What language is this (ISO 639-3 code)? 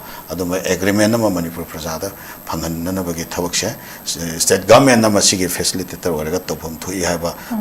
mni